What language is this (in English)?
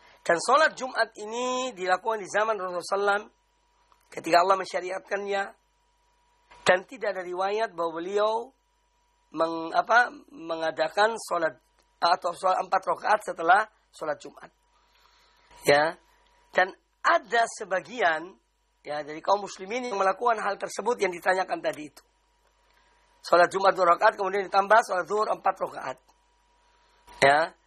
Indonesian